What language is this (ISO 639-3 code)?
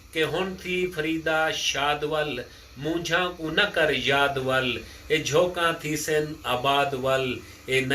skr